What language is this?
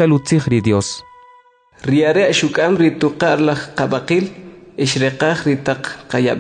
Kʼicheʼ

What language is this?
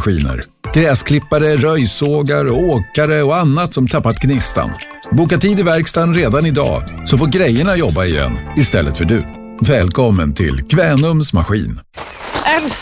Swedish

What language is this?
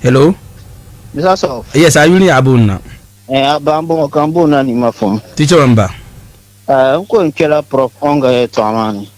Dagbani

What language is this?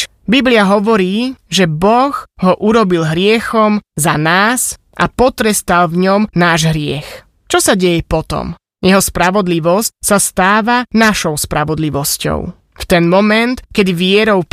Slovak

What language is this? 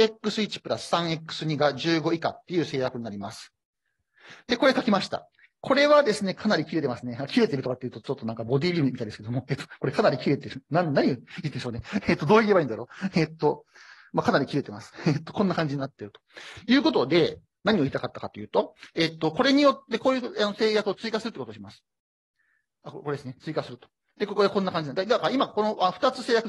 Japanese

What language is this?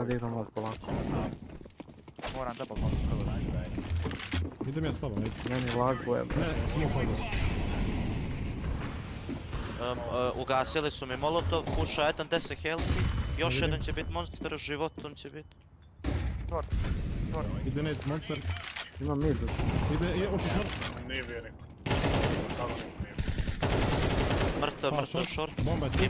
Serbian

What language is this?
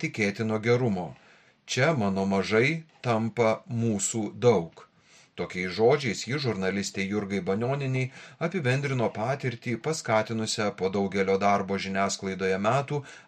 Lithuanian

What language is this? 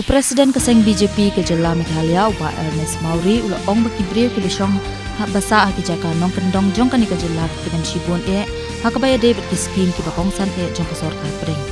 Khasi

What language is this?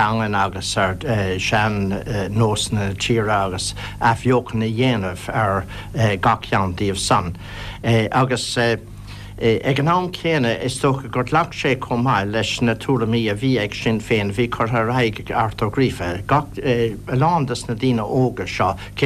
Irish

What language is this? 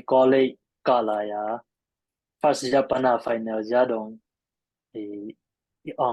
Tedim Chin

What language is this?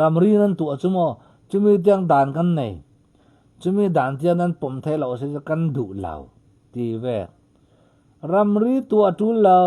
Falam Chin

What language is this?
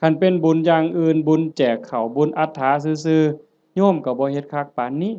Northeastern Thai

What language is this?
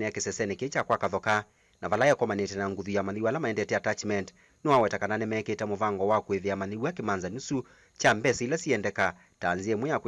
Kamba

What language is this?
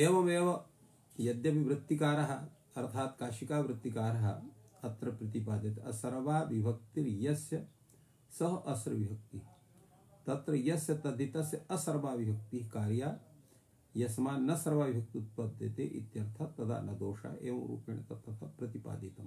Sanskrit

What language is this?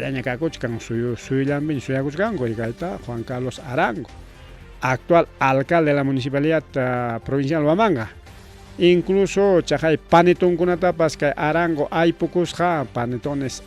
Ayacucho Quechua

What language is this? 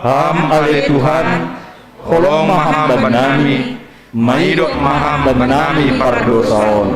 Batak Simalungun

